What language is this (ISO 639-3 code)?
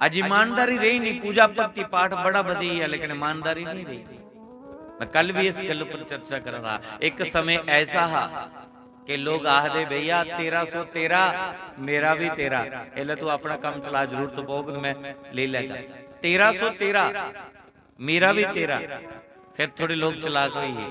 doi